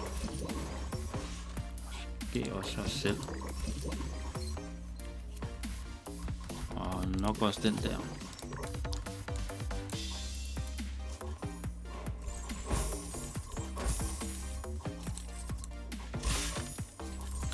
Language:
Danish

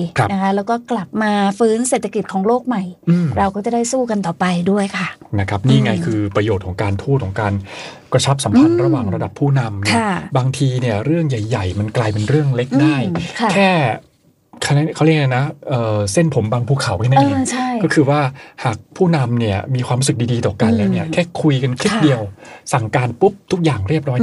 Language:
Thai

